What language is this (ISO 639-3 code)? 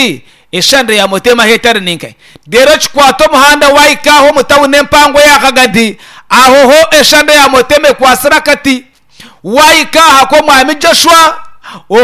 nyn